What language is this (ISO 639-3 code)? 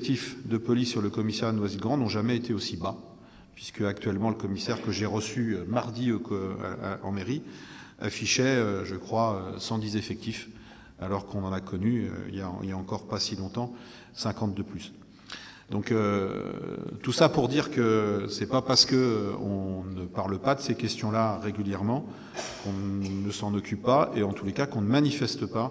fra